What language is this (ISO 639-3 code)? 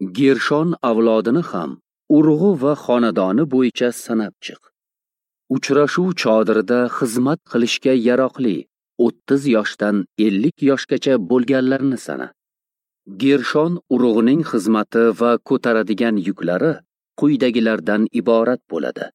uzb